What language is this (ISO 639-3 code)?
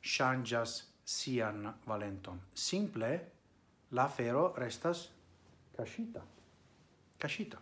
epo